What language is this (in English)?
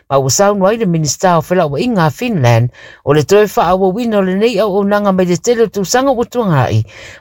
Samoan